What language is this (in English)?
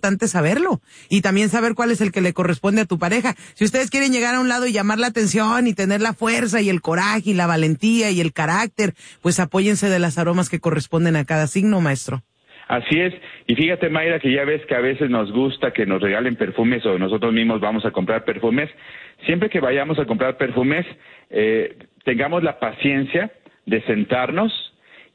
Spanish